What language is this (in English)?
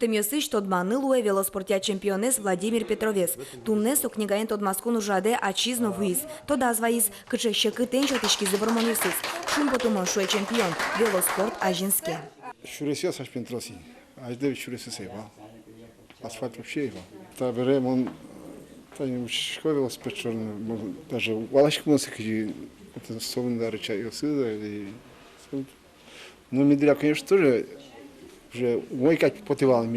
Udmurt